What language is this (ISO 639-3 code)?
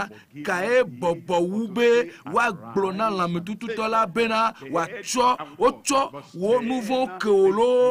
ewe